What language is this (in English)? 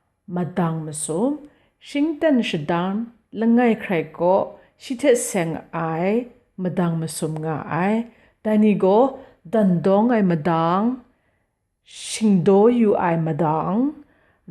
Kachin